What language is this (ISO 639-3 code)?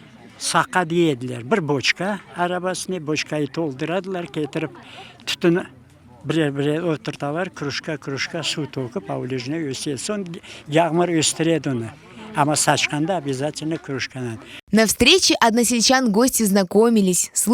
crh